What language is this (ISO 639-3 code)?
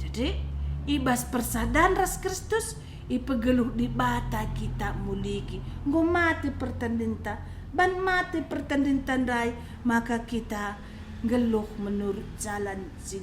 btx